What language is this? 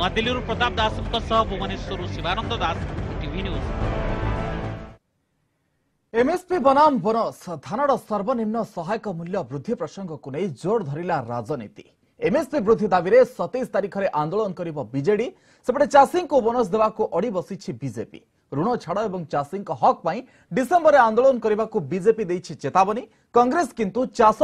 Odia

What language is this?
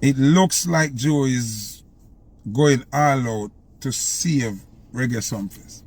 Jamaican Creole English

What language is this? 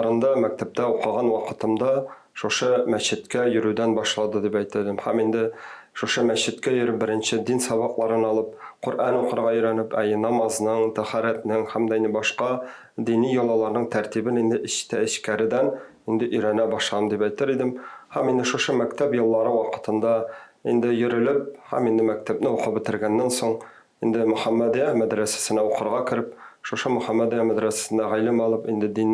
Tatar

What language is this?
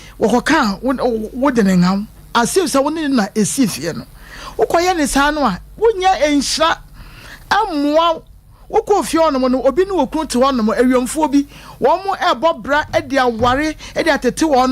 Akan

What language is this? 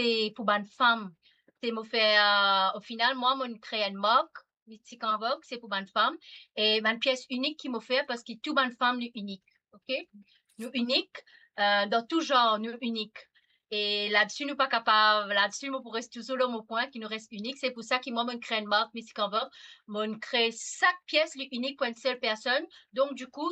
Morisyen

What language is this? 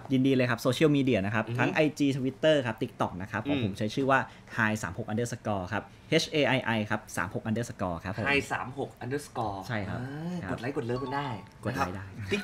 Thai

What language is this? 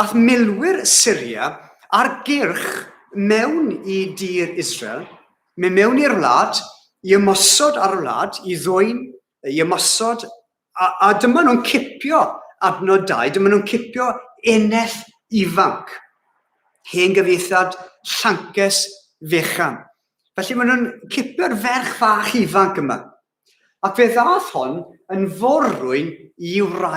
Welsh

